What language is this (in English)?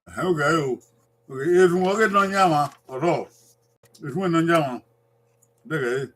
Bini